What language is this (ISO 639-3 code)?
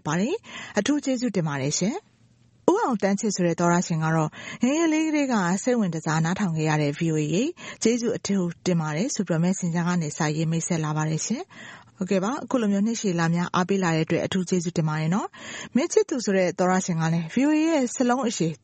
mya